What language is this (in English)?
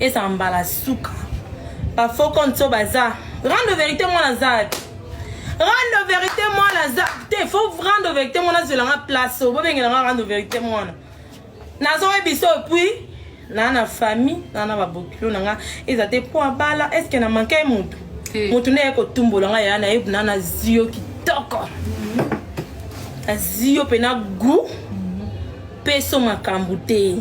Lingala